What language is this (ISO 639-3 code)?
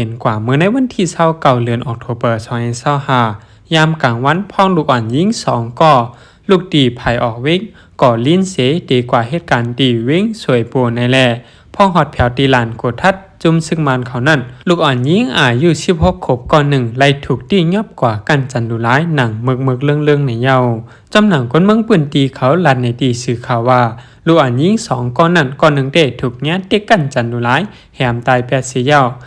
lao